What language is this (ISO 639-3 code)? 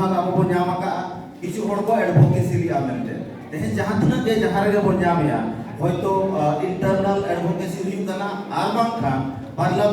sat